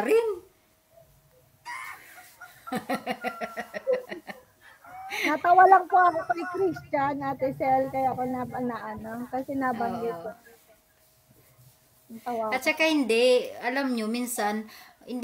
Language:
Filipino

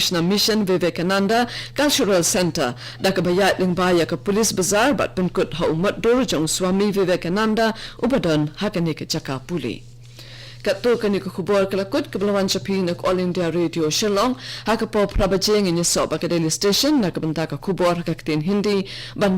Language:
Khasi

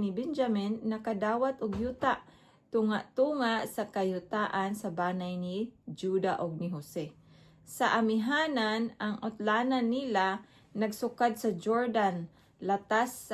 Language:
Cebuano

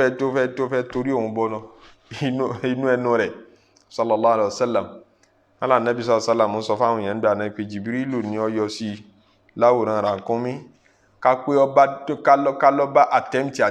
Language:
Yoruba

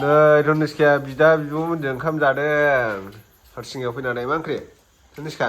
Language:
Bodo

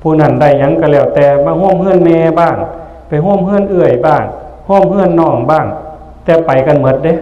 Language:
Northeastern Thai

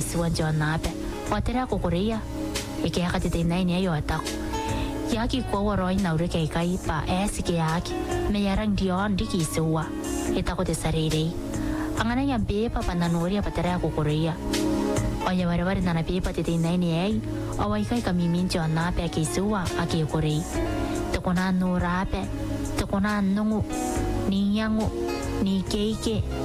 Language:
Gilbertese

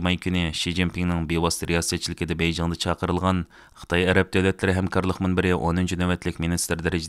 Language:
Uyghur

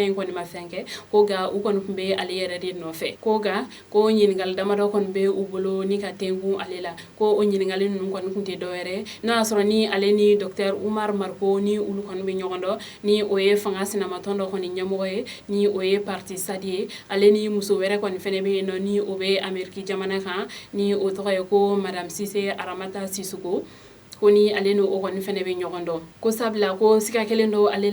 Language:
Bambara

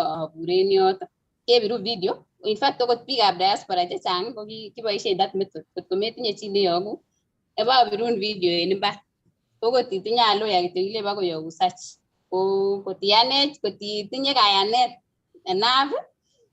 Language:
Kalenjin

